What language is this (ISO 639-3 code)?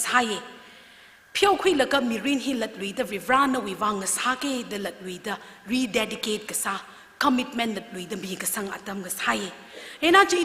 nmf